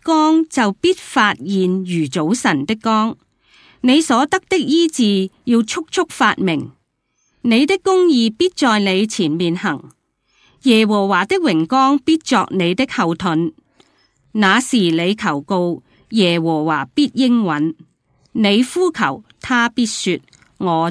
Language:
Cantonese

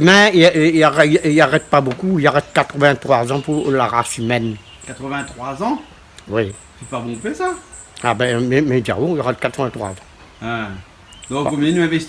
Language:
Réunion Creole French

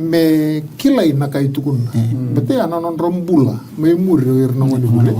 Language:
Fijian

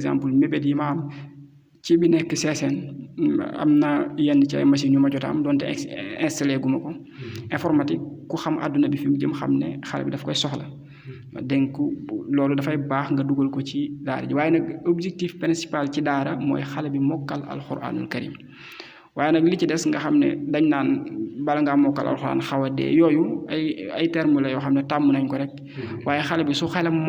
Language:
Wolof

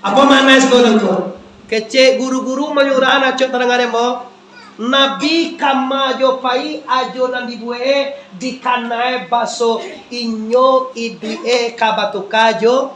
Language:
Minangkabau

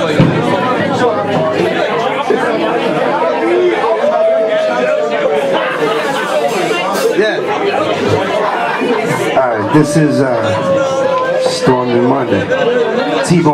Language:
English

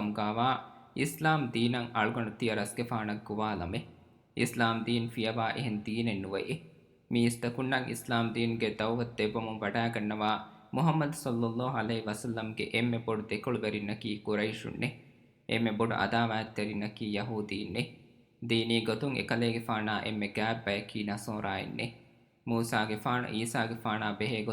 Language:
Divehi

